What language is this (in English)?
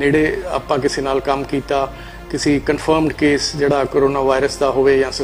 Punjabi